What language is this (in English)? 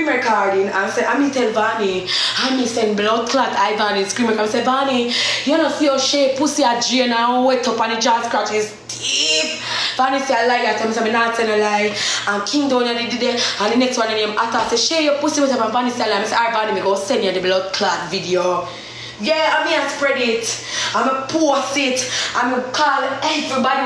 Jamaican Creole English